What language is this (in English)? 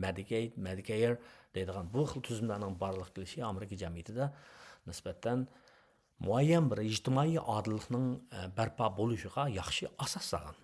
Uyghur